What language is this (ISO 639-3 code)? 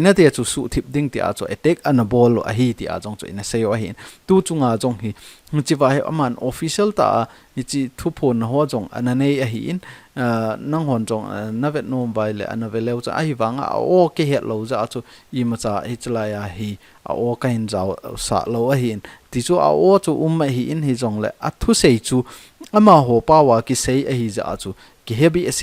tcz